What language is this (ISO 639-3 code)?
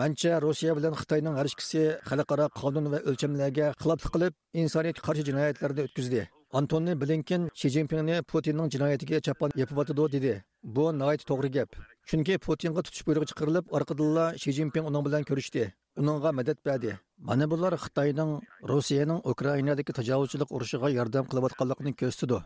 uig